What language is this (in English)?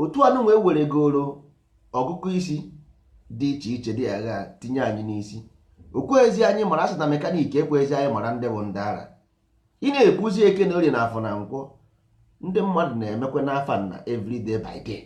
Igbo